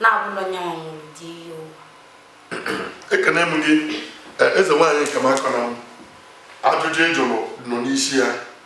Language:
Igbo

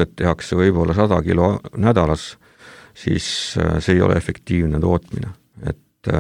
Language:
Estonian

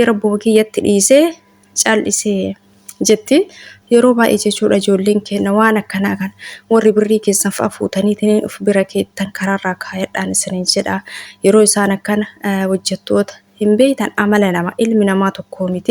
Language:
Oromo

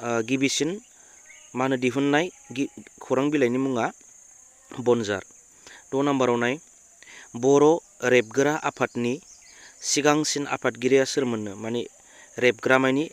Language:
Bodo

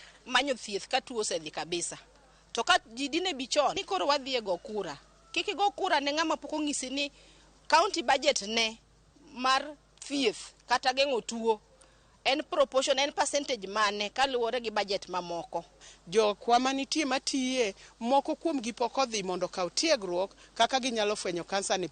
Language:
Luo (Kenya and Tanzania)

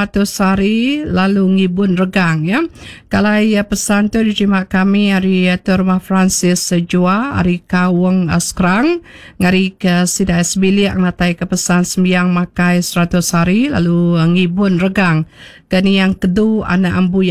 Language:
Iban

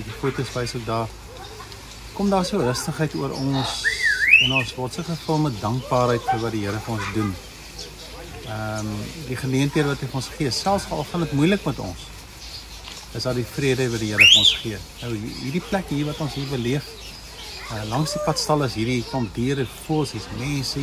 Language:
Afrikaans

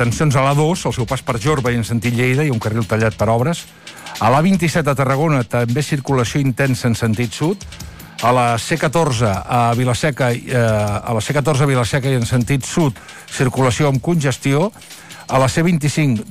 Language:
Catalan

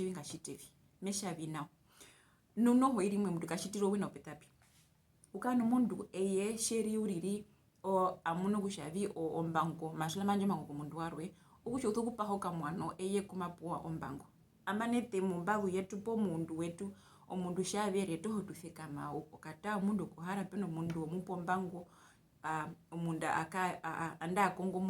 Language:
Herero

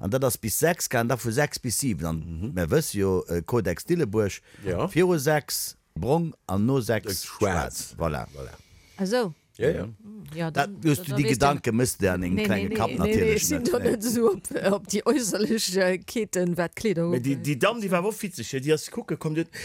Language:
Luxembourgish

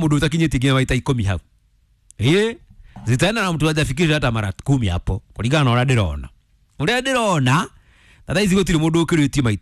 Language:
Kikuyu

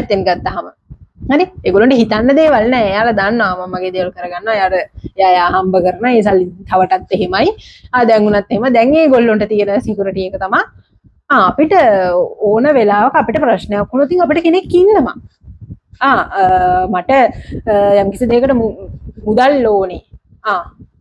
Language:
Sinhala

